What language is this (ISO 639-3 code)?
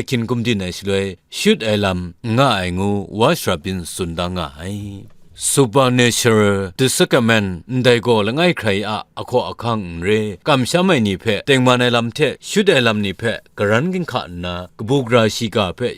kac